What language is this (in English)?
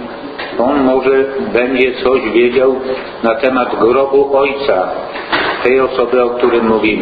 Polish